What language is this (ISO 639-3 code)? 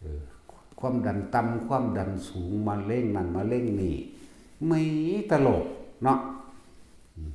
tts